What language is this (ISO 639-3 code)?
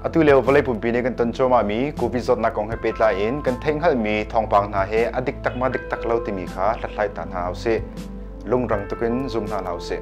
cnh